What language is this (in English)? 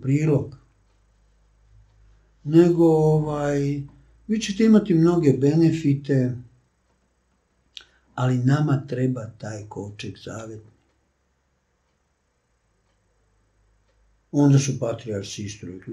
Serbian